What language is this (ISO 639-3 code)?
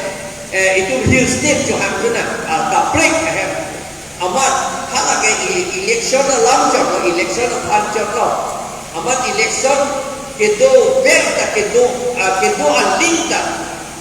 mjw